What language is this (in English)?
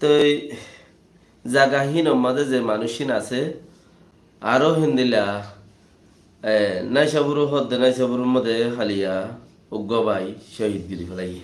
Rohingya